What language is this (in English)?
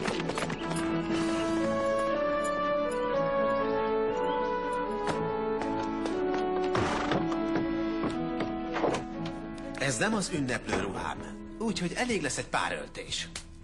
Hungarian